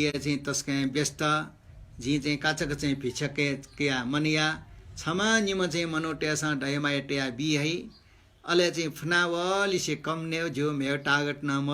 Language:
Newari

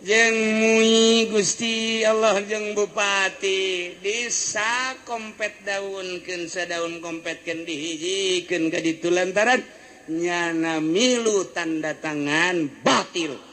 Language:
Sundanese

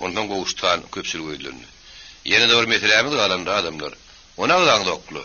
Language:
Turkmen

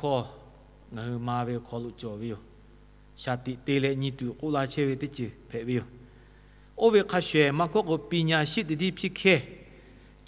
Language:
Lahu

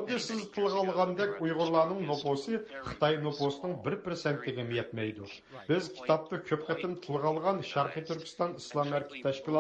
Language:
Uyghur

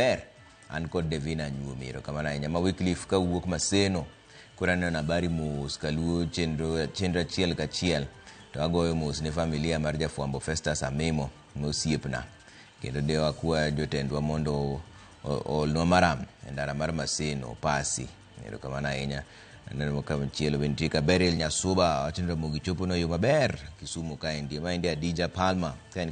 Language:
Luo (Kenya and Tanzania)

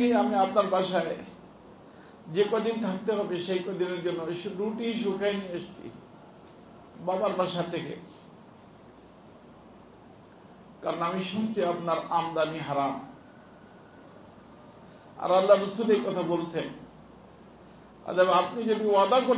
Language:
Bangla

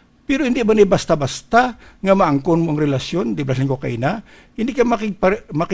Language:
Hiligaynon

